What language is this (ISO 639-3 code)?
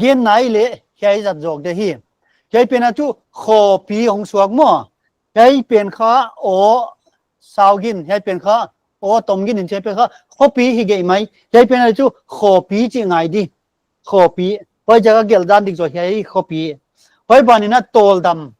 pck